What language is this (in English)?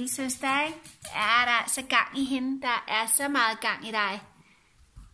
Danish